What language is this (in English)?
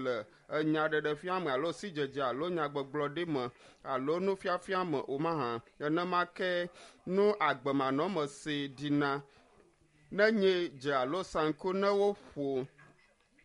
Ewe